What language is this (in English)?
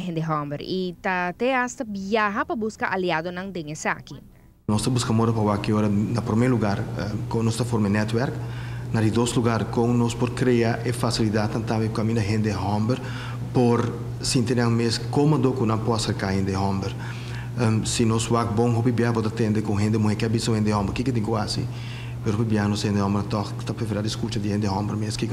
Papiamento